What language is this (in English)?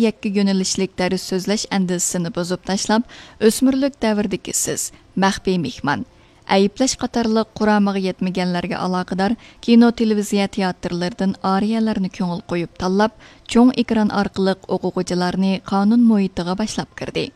Uyghur